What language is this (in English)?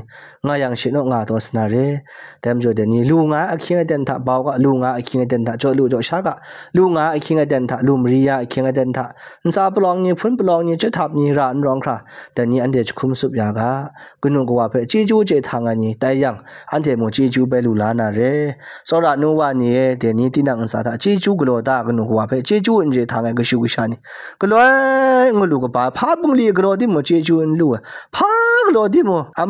Kachin